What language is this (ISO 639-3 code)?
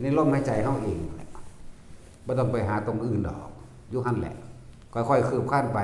tts